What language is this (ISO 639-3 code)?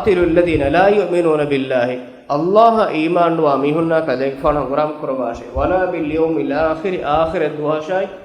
div